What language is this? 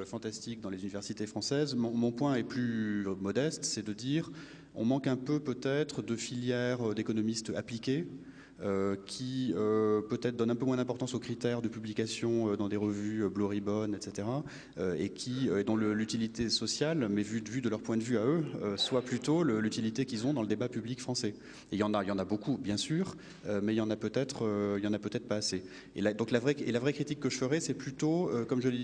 French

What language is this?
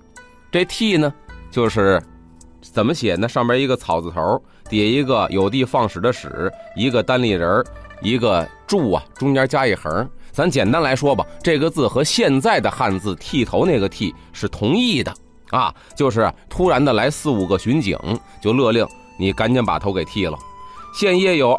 Chinese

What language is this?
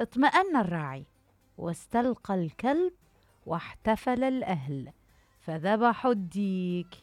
Mesopotamian Arabic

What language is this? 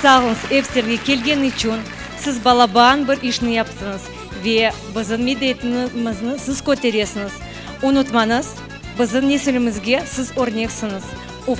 Crimean Tatar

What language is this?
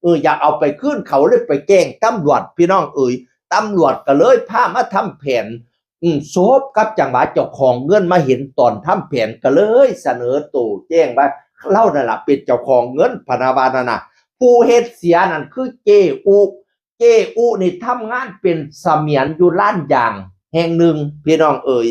Northeastern Thai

